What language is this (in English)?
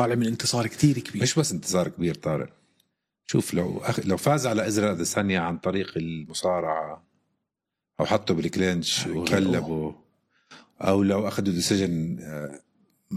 North Levantine Arabic